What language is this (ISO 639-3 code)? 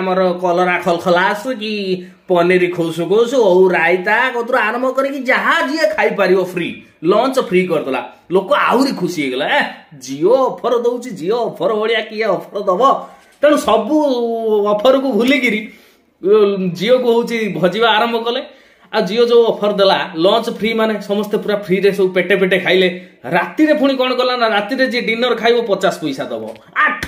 ori